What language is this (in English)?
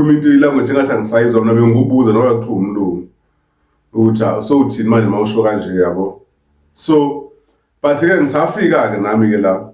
Zulu